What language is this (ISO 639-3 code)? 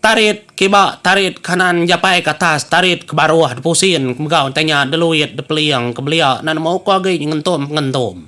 iba